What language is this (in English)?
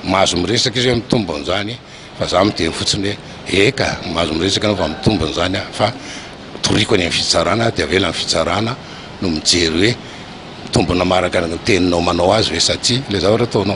Malagasy